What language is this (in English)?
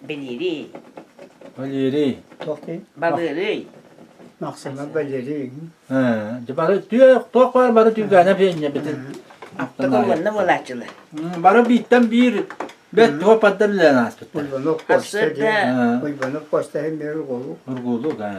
Yakut